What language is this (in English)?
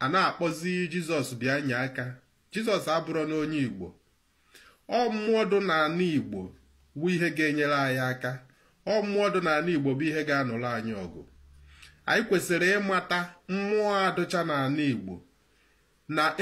Igbo